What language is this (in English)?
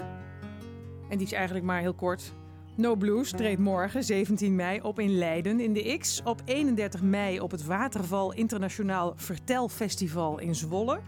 Dutch